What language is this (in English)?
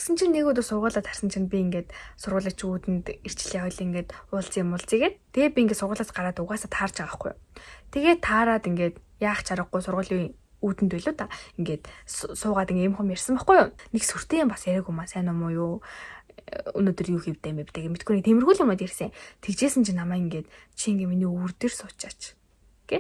Mongolian